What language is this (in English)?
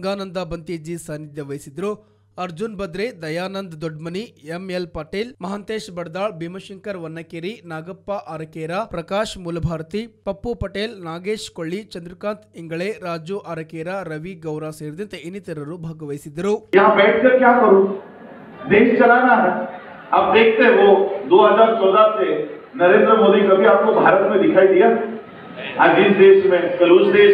Kannada